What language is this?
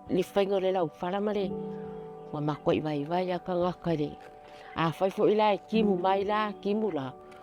Samoan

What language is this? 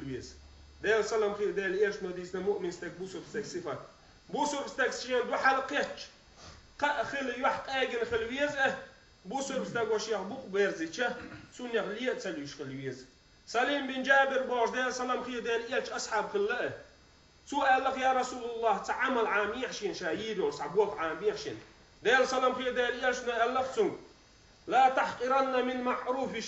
Chechen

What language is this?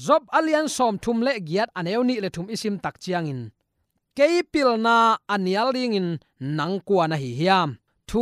Tedim Chin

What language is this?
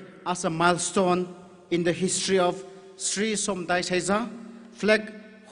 Tangkhul Naga (India)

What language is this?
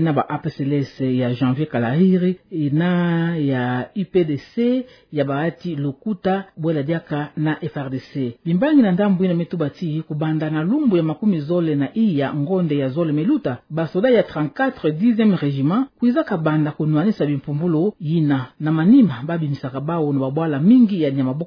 Kituba (Democratic Republic of Congo)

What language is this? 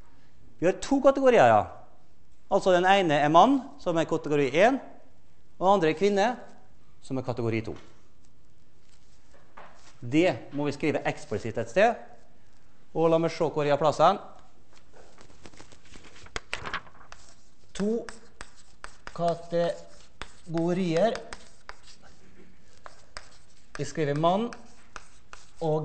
Norwegian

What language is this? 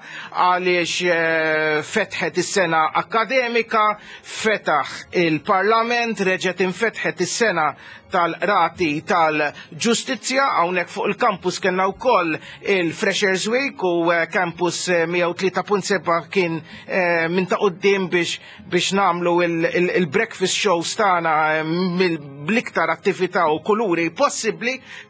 Maltese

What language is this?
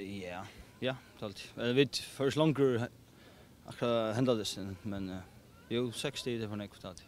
Faroese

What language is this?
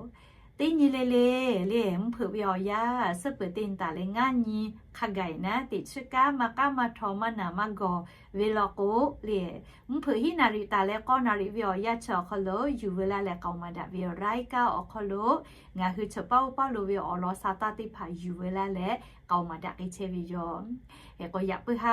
Lahu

